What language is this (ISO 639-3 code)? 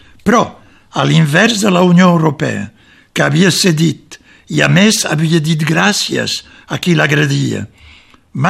cat